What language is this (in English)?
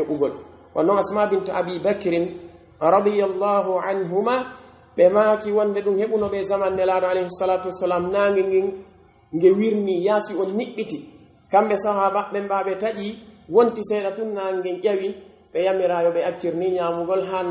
Pular